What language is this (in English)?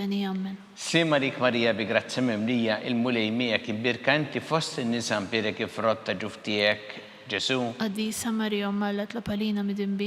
Maltese